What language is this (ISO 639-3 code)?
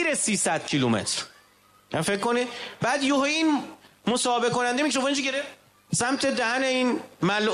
fas